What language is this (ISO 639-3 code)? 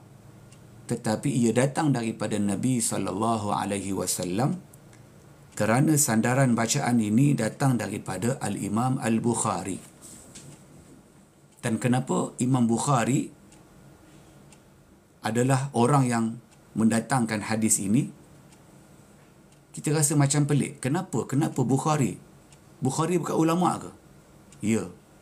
msa